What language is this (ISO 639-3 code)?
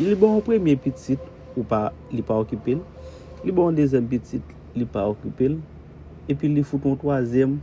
hat